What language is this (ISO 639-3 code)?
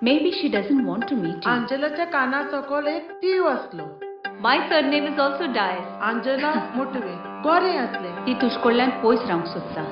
kok